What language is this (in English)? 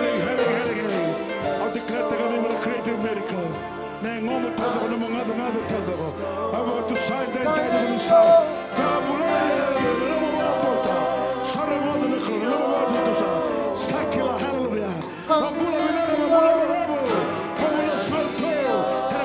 Fijian